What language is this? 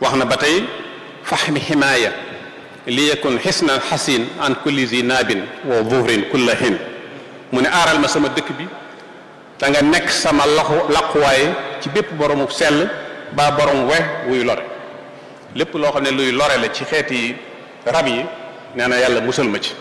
Wolof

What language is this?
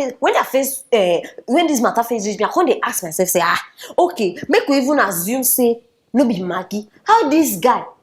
Nigerian Pidgin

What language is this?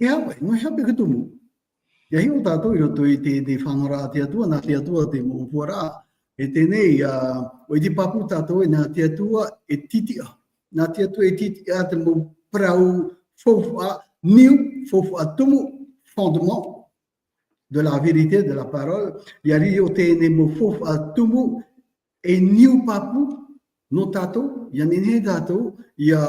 Tahitian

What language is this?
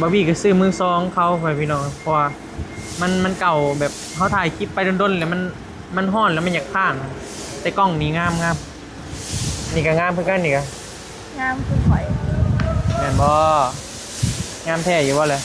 Northeastern Thai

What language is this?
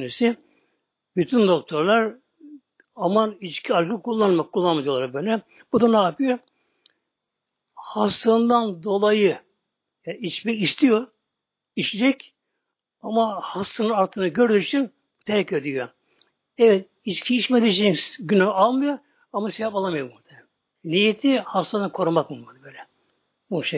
Turkish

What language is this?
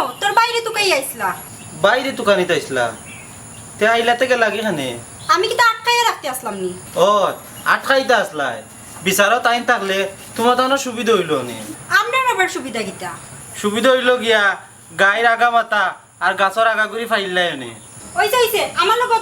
Sylheti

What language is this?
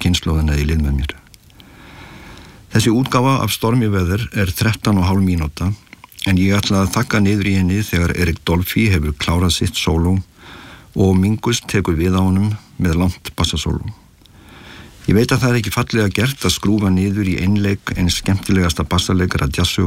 Icelandic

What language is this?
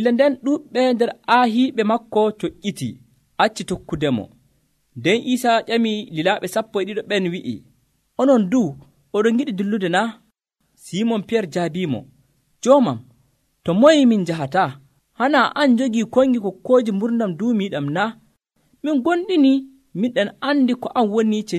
Nigerian Fulfulde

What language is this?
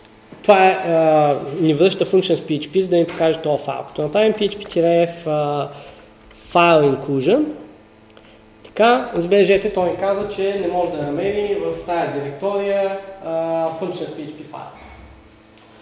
Bulgarian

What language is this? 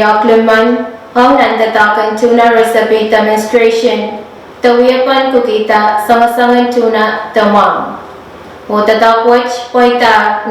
Pohnpeian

